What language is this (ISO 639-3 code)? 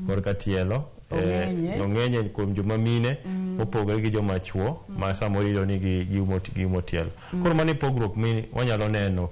luo